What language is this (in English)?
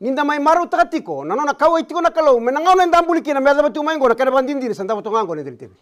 Fijian